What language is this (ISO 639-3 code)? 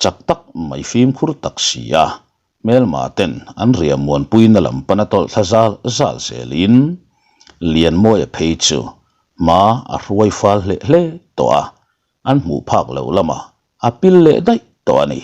lus